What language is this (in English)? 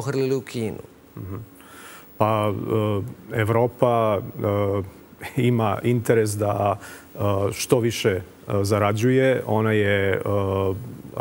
Serbian